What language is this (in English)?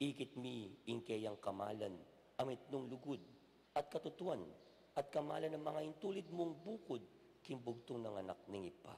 Pampanga